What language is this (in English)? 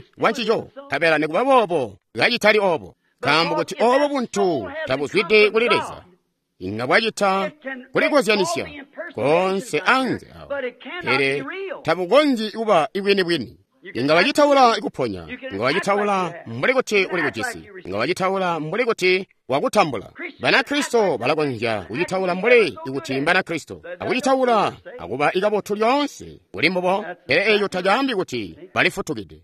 Tonga (Zambia)